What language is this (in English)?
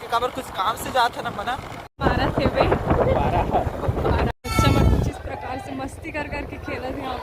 Chhattisgarhi